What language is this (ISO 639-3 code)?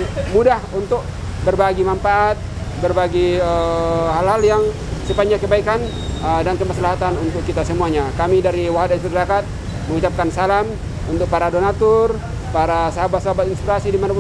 ind